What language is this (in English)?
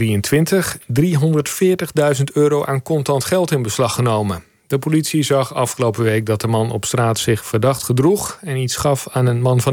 Dutch